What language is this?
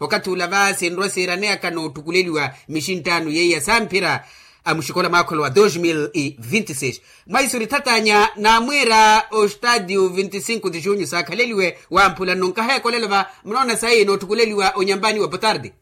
Makhuwa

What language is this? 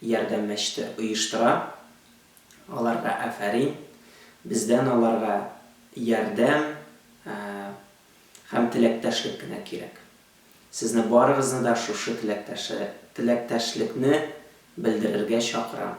Tatar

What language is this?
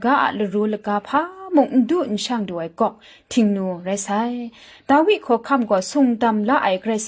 Kachin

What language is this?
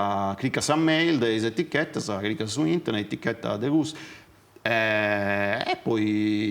Sardinian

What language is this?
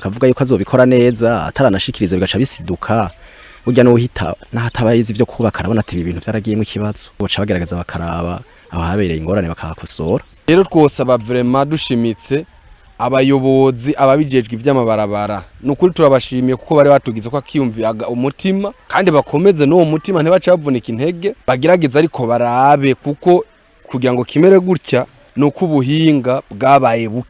Rundi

